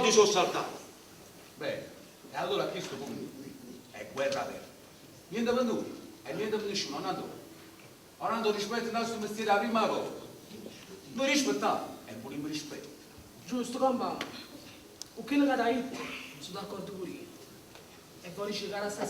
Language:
Neapolitan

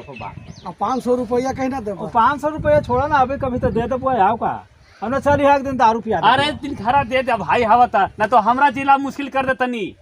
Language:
Magahi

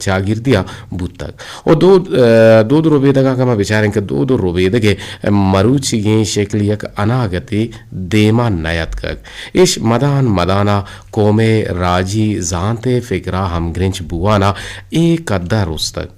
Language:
Eastern Balochi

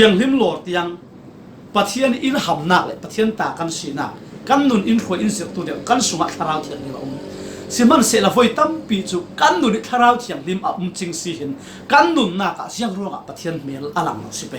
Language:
Falam Chin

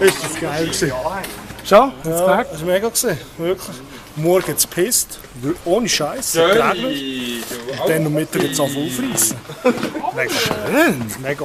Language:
Swiss German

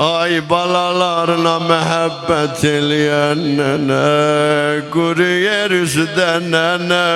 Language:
South Azerbaijani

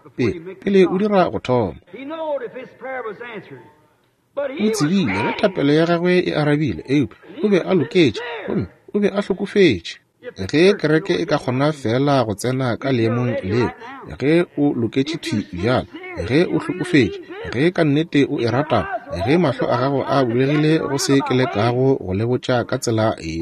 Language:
Northern Sotho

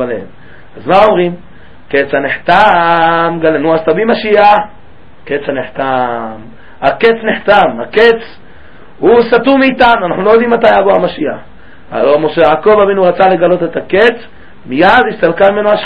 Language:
Hebrew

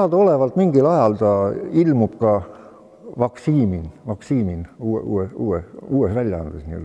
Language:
Estonian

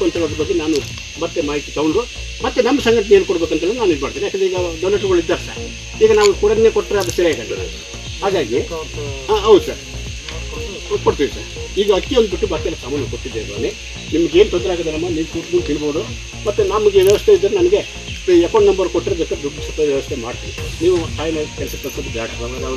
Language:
Kannada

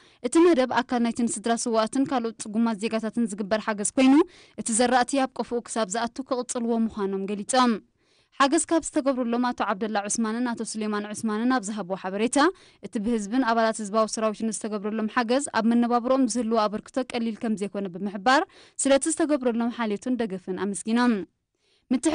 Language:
Tigrinya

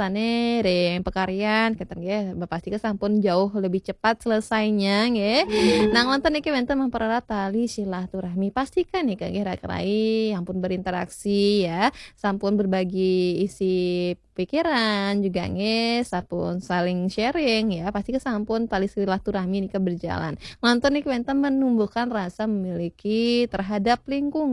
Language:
Balinese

